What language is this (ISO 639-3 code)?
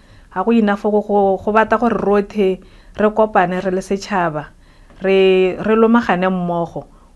tsn